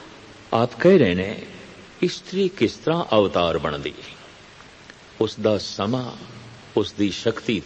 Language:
Punjabi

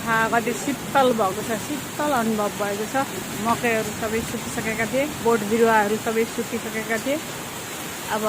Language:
Nepali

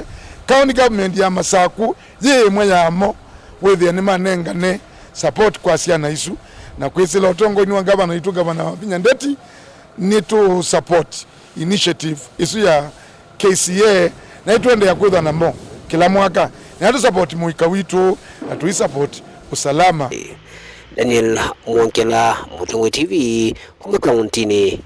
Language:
Kamba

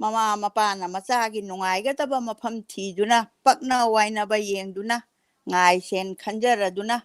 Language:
Manipuri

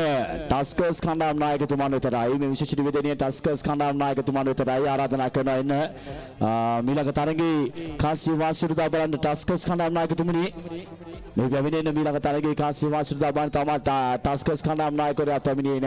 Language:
Sinhala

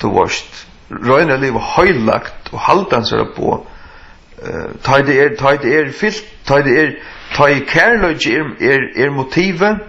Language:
Faroese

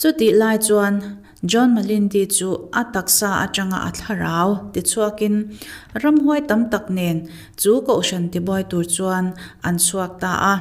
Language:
Mizo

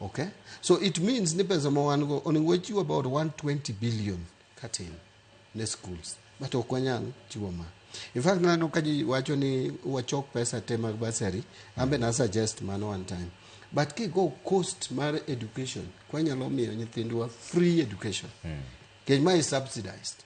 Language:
Luo (Kenya and Tanzania)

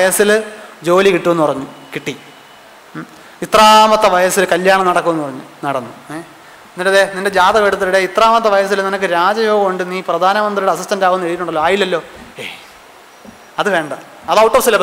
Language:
Malayalam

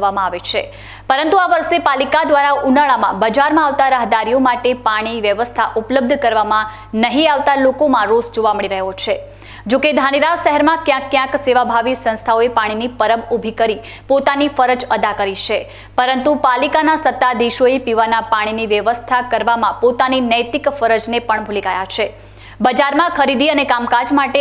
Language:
Gujarati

